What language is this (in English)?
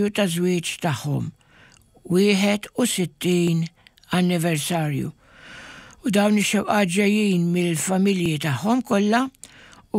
Maltese